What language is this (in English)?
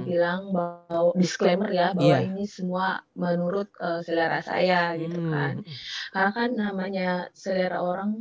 Indonesian